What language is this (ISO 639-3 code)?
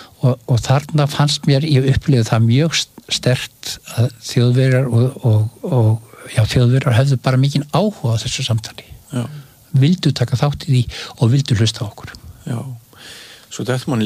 isl